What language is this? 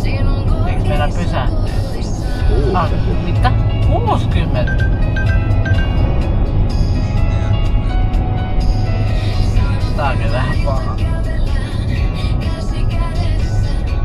Finnish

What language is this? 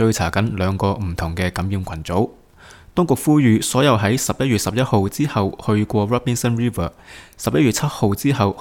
Cantonese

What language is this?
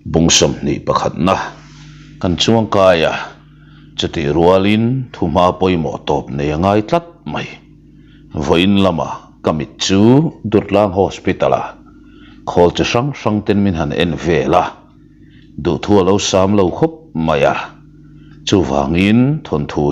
Mizo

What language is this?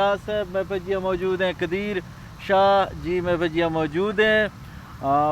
Eastern Balochi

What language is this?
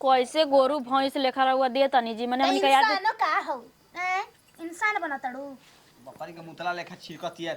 Bhojpuri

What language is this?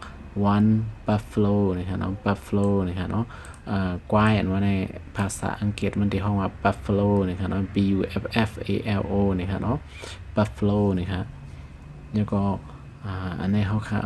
Shan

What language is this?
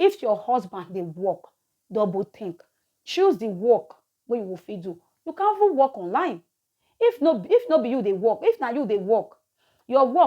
Nigerian Pidgin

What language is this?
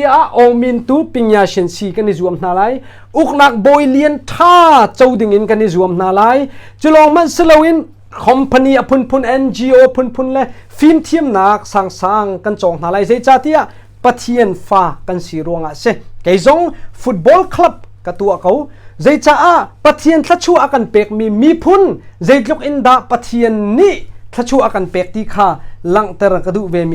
Hakha Chin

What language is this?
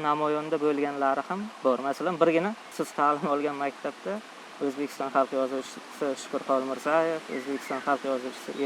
Uzbek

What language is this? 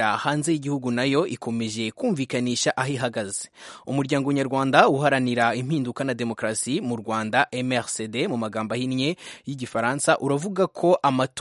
Kinyarwanda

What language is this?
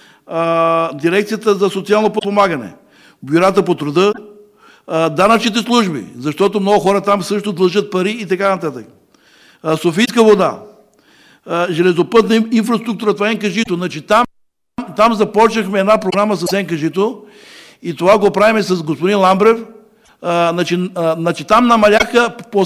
Bulgarian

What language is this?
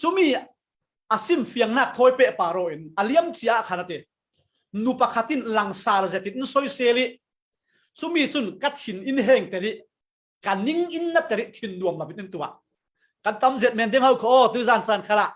Falam Chin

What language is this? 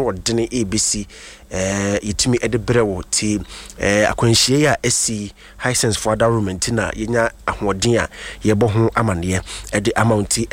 Akan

